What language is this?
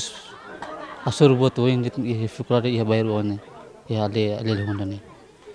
Tetum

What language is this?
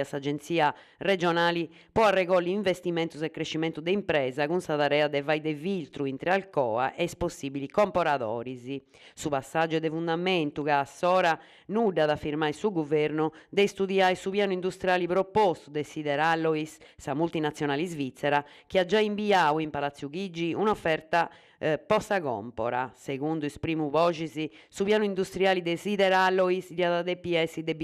Sardinian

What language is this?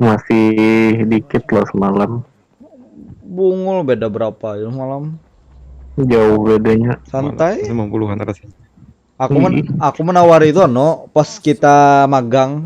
Banjar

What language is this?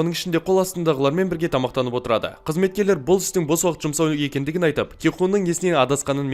Kazakh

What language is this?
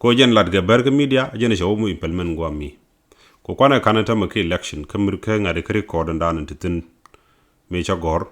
Nuer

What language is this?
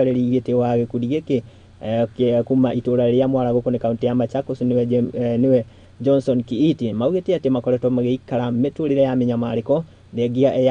Kikuyu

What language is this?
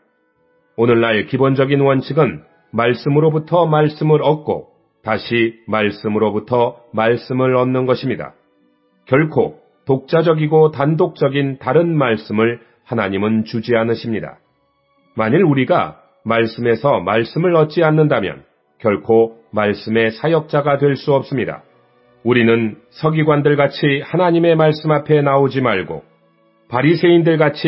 Korean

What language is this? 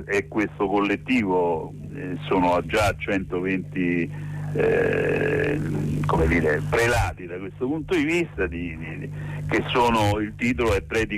Italian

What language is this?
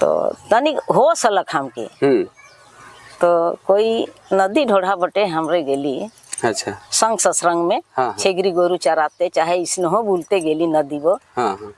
Sadri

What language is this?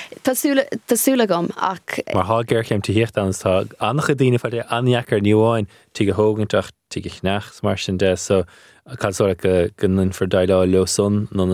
Irish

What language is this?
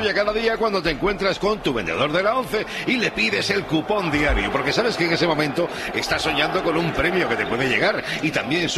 Spanish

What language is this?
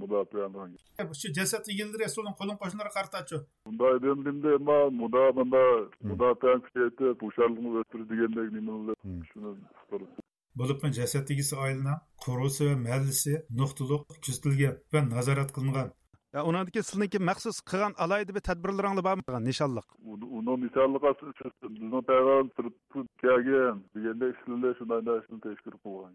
Uyghur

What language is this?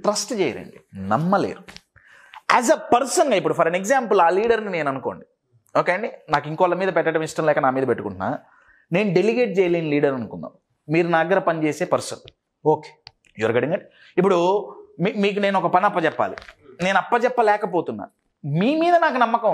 Telugu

